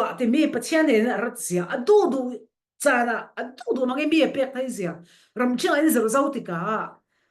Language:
Falam Chin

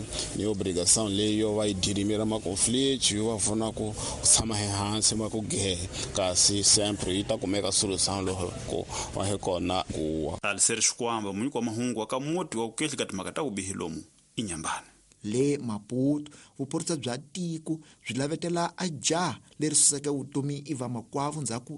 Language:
Tsonga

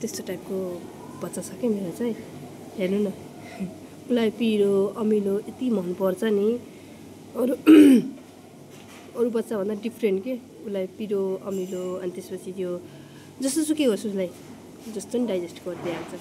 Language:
Nepali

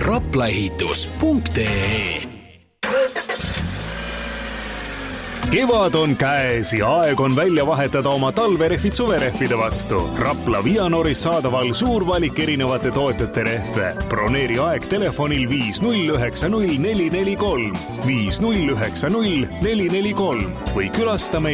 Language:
Estonian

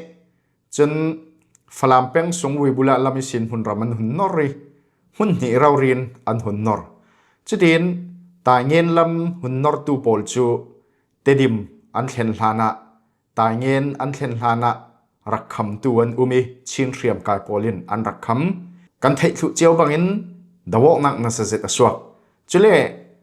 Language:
Falam Chin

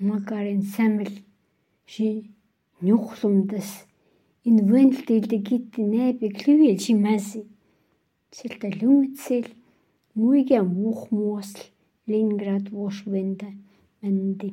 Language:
Khanty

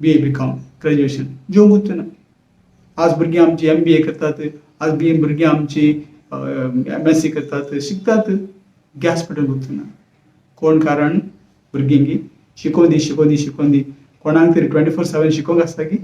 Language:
Konkani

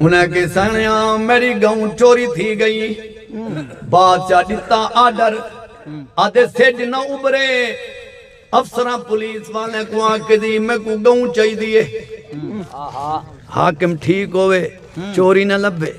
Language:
Saraiki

